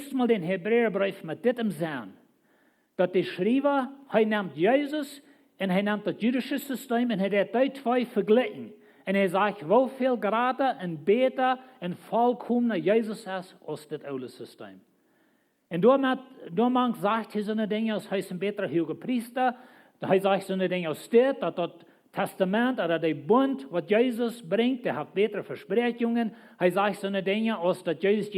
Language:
Plautdietsch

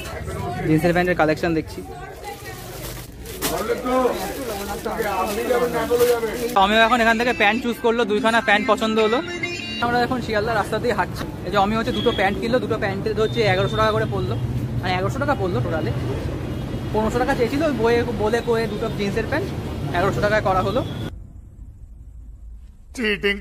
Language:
Bangla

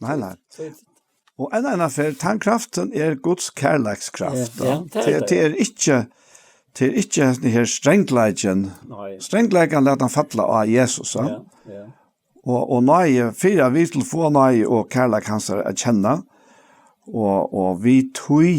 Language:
Faroese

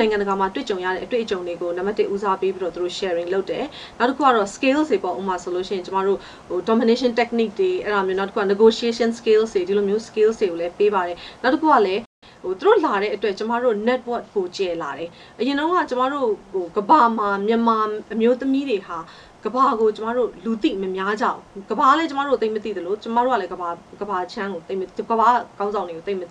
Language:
Burmese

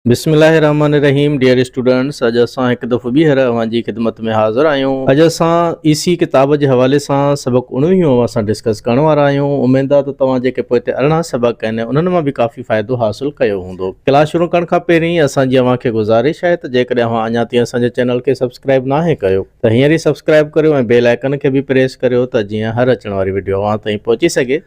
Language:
Sindhi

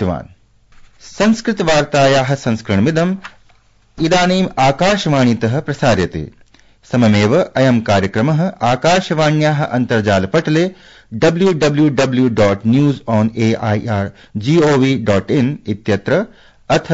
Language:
Sanskrit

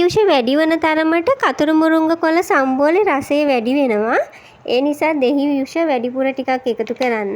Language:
Sinhala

